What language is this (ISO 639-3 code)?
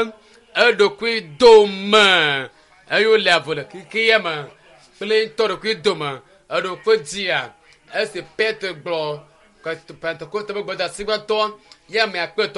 ewe